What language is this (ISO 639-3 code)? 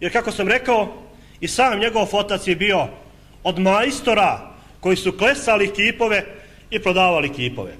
bos